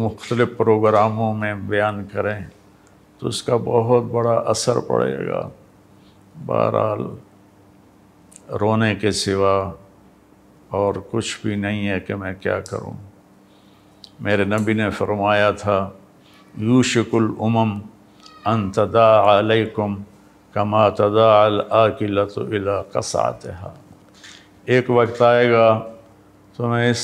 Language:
Urdu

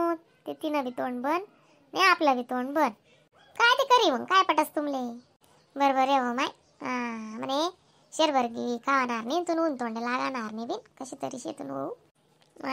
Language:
Khandesi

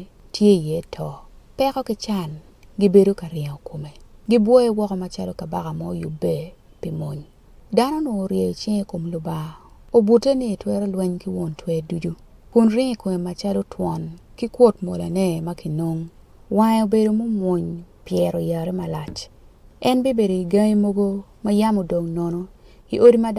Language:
Acoli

